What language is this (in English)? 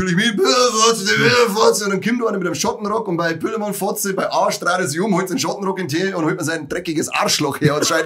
Bavarian